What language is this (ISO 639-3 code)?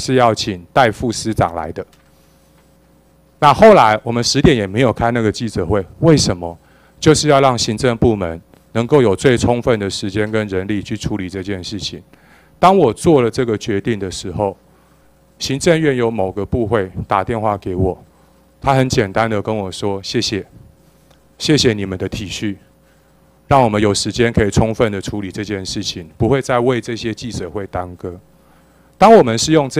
zho